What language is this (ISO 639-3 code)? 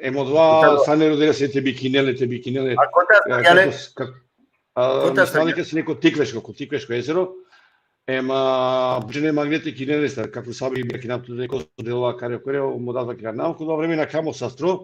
rmn